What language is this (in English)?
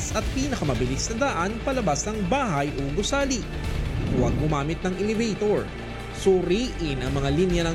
Filipino